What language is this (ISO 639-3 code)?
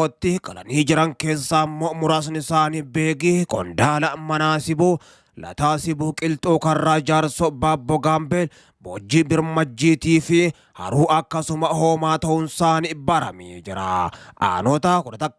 orm